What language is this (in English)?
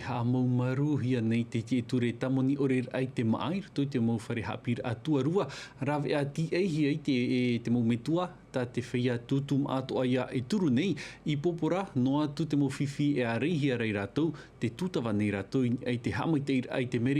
Tahitian